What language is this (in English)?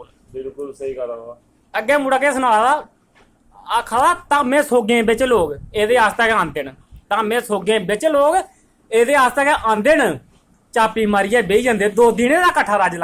Dogri